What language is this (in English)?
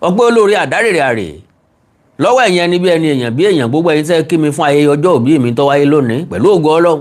Yoruba